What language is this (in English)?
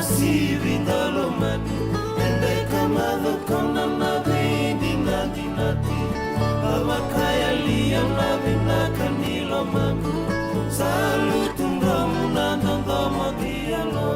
Fijian